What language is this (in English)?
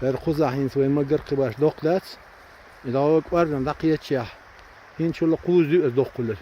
Chechen